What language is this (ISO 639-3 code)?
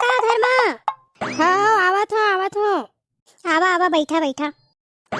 hne